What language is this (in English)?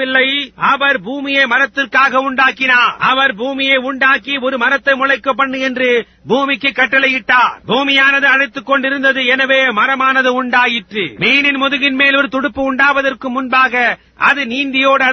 Tamil